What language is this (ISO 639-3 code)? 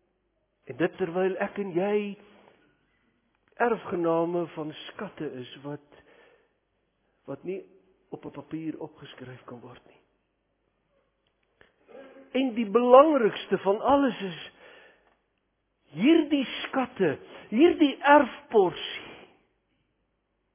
afr